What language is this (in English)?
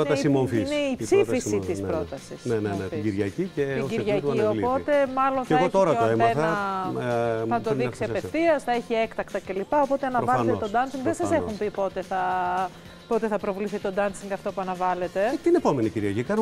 Greek